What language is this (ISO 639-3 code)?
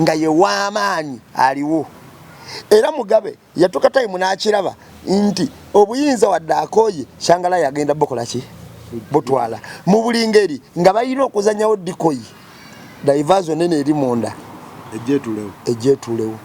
lug